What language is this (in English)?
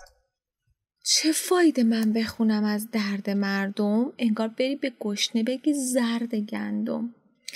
Persian